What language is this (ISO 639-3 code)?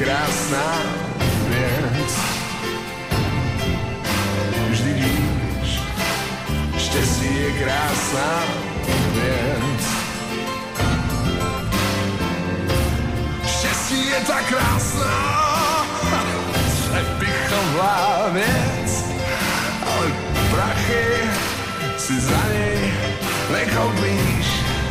ces